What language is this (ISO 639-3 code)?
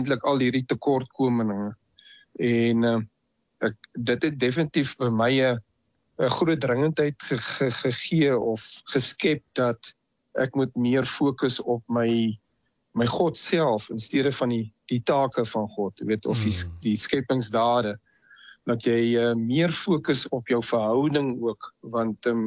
afr